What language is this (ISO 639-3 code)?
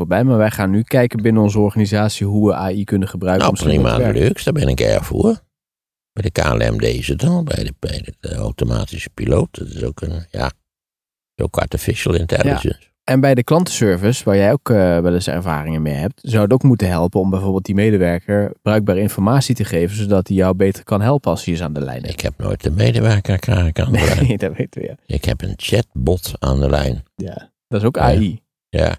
nld